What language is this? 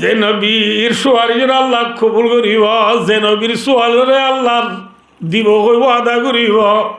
Rohingya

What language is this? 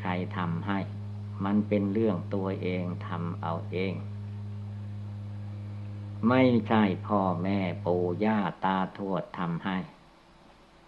Thai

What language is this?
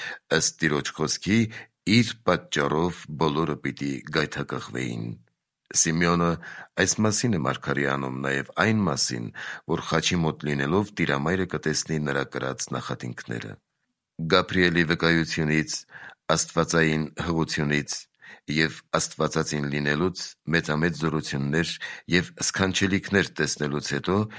Armenian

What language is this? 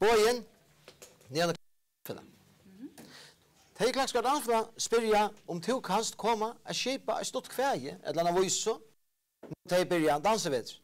Faroese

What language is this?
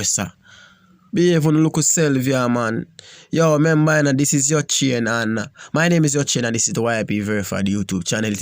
Jamaican Creole English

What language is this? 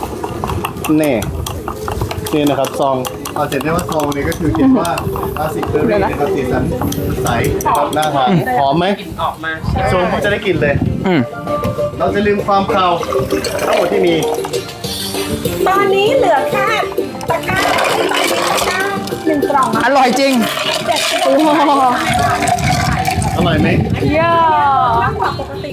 Thai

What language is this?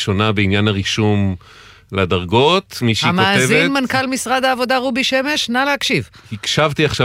Hebrew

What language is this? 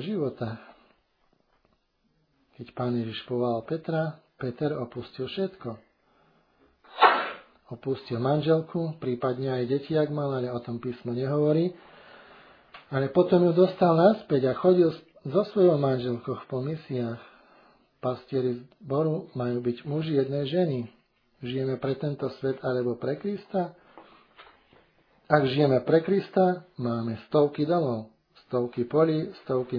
Slovak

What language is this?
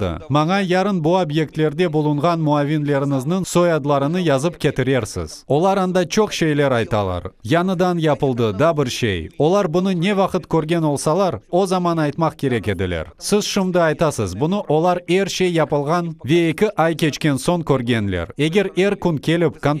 Crimean Tatar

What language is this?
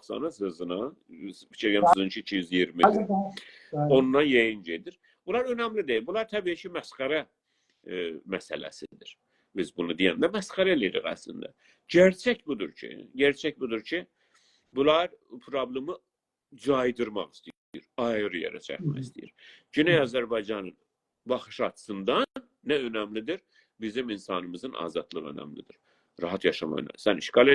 South Azerbaijani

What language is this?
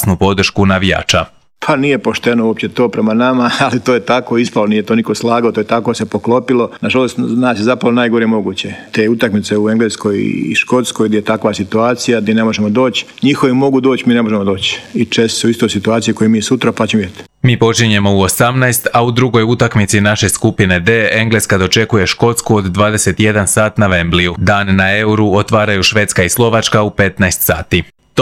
Croatian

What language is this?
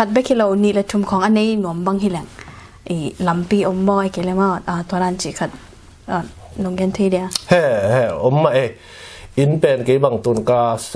Tedim Chin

